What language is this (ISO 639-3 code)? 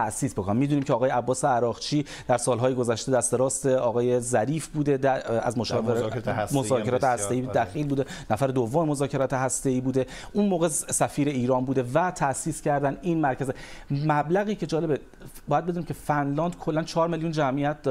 fas